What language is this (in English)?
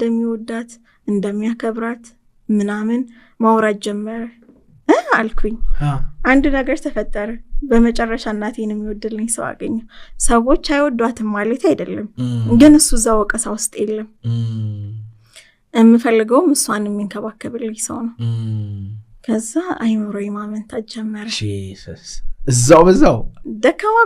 Amharic